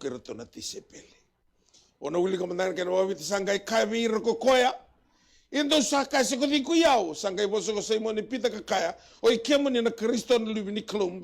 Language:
Fijian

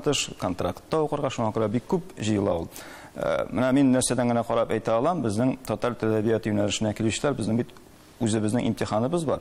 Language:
Tatar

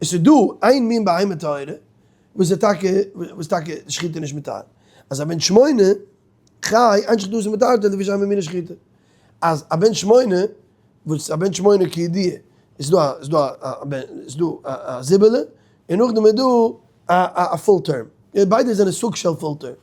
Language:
Yiddish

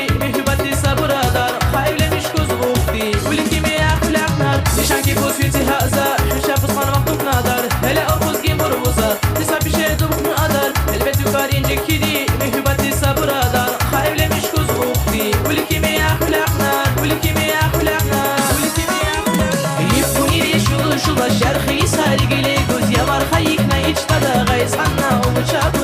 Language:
Tabassaran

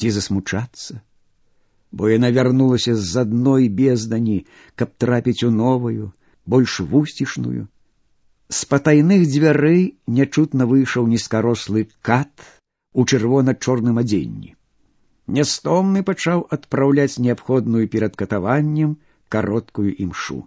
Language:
Belarusian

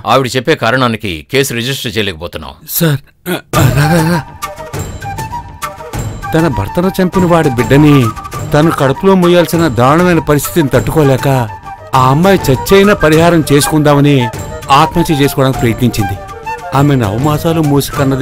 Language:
Telugu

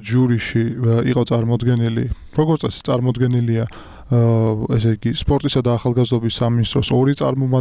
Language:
Georgian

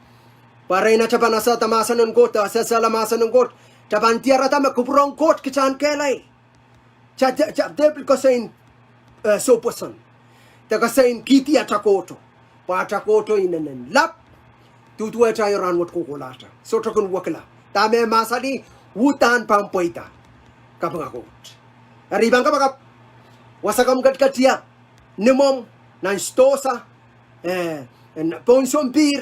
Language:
Pohnpeian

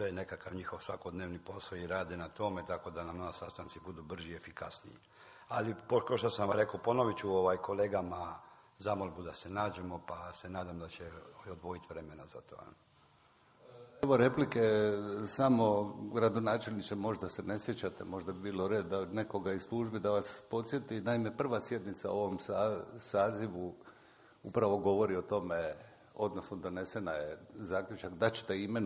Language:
Croatian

